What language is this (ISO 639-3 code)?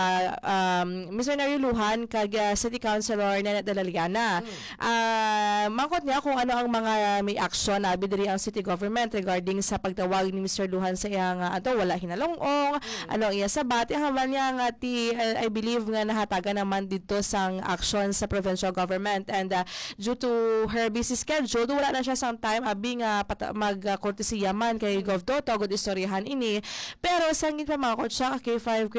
hil